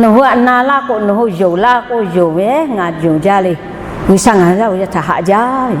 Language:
Lahu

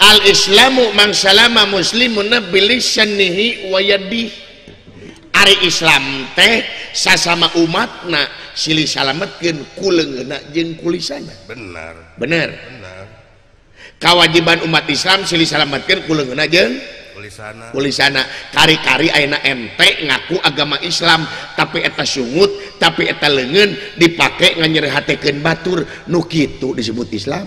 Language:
Sundanese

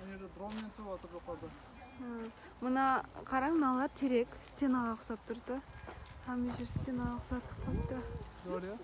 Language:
Kara-Kalpak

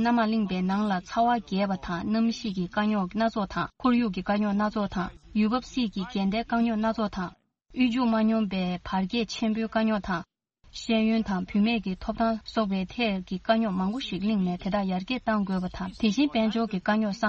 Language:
Tibetan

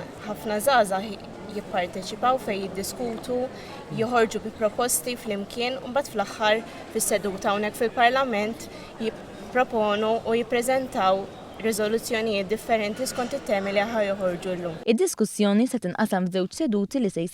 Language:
Maltese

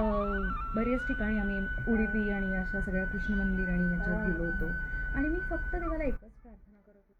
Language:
Marathi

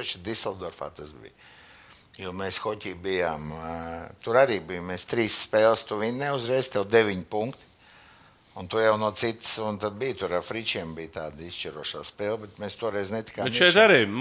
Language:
Latvian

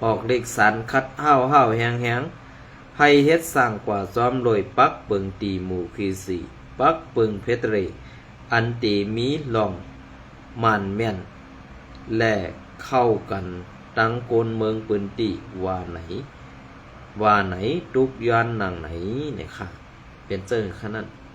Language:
Shan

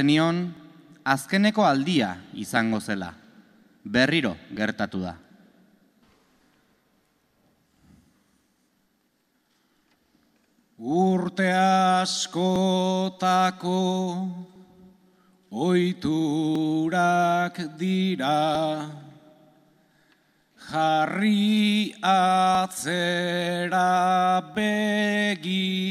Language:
Basque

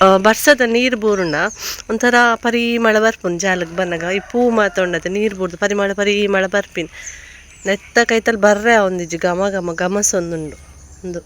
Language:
Tulu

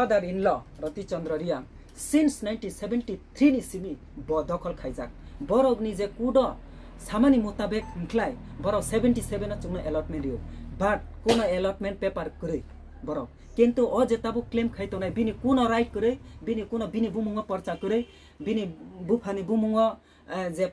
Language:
Kok Borok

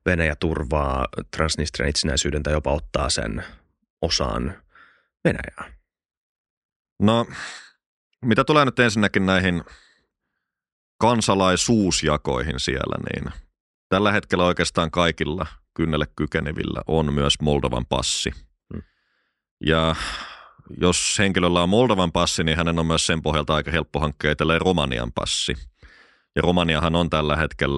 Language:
Finnish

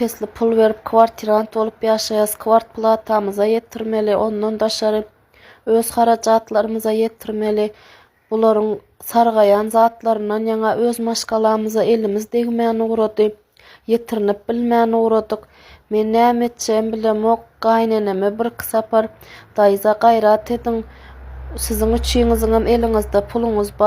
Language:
Turkmen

